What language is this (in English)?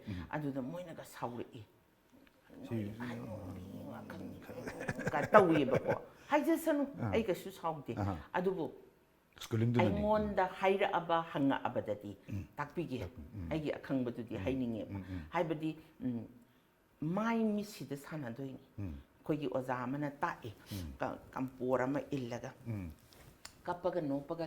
Manipuri